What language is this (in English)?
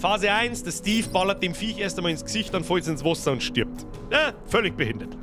Bavarian